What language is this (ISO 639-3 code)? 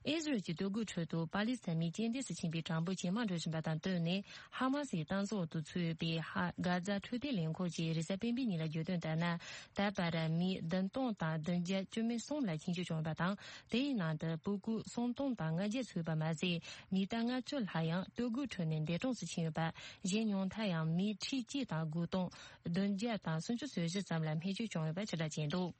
bod